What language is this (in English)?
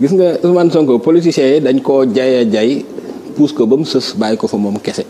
Wolof